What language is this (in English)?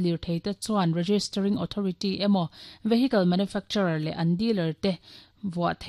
Mizo